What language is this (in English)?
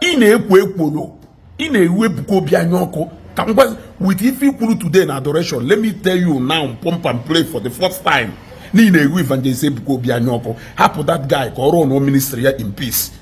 Igbo